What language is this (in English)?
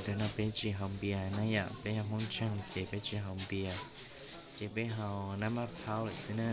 Hmong